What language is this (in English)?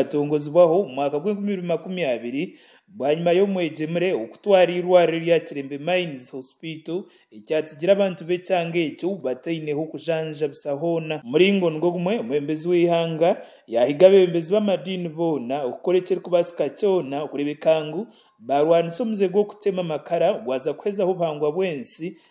Nyankole